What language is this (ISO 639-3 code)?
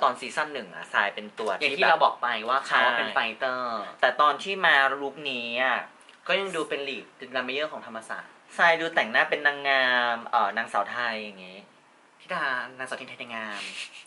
tha